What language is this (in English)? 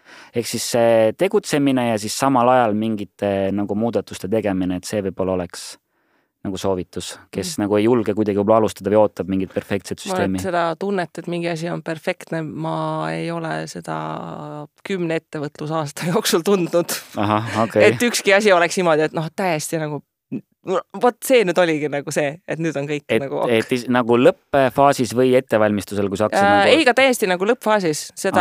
Estonian